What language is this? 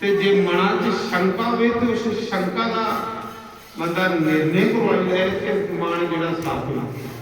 Dogri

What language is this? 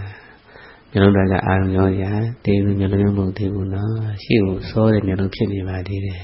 Burmese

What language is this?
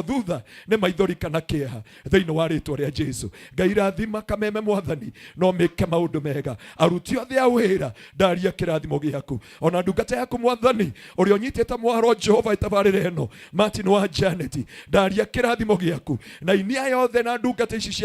Kikuyu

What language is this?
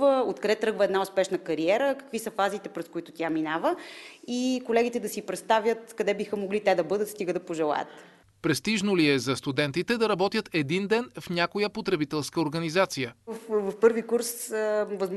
Bulgarian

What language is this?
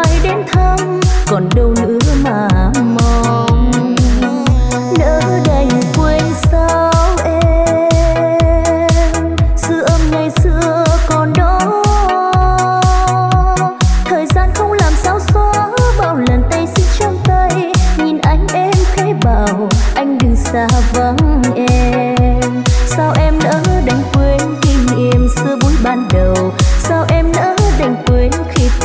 Vietnamese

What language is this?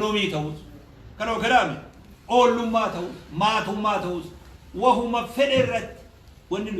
Oromo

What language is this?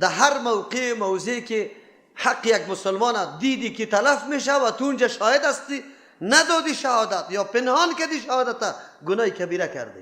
Persian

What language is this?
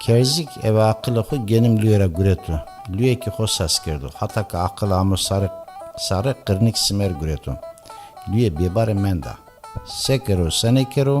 Zaza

